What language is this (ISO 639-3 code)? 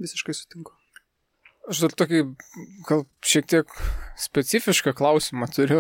lit